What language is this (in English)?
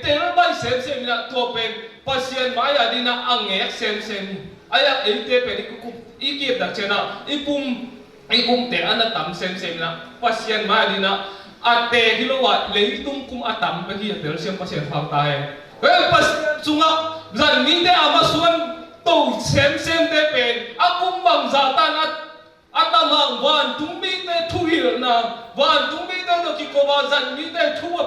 Tedim Chin